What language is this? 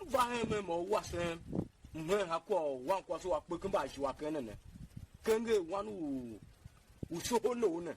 Tiv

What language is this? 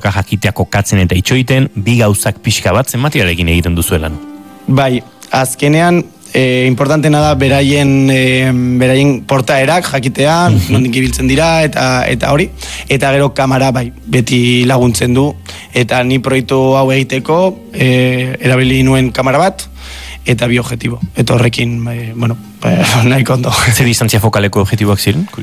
Basque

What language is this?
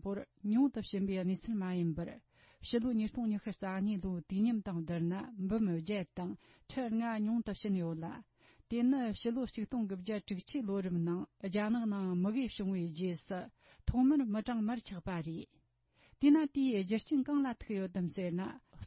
Tibetan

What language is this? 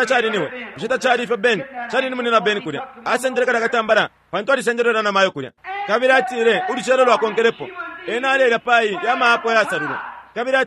Bemba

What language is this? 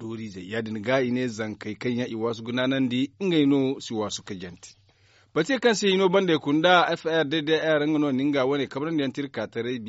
Zarma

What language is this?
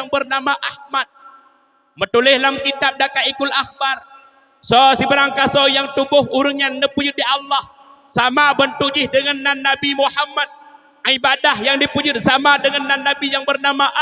Achinese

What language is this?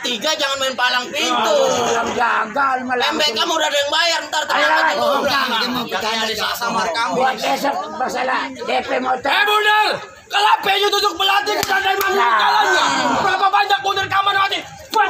Betawi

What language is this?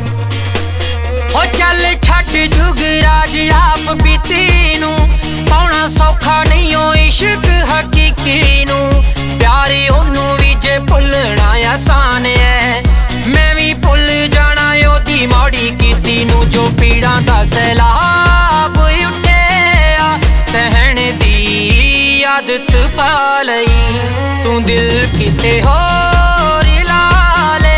Punjabi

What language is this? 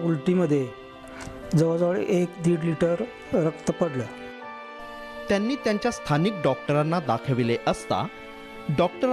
Marathi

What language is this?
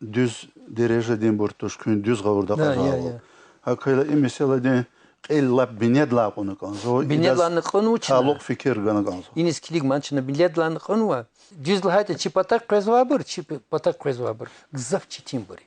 Lezghian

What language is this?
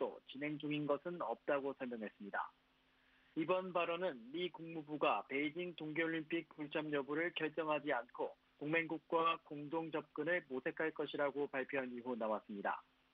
Korean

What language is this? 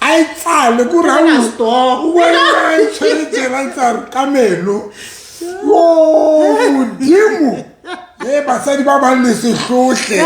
Southern Sotho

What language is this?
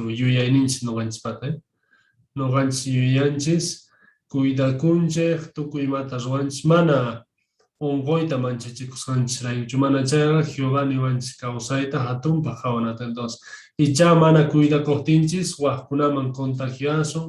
Quechua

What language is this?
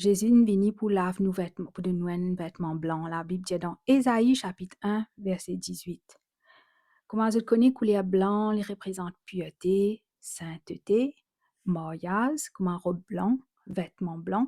Morisyen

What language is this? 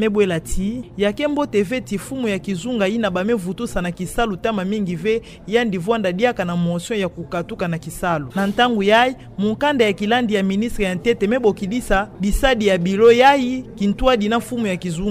Kituba (Democratic Republic of Congo)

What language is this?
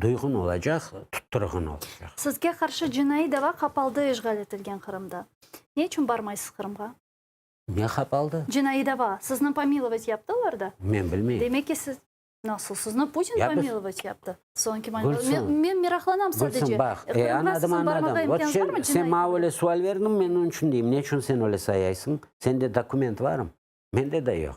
Crimean Tatar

